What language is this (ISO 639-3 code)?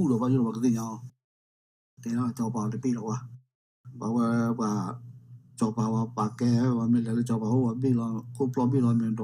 ksw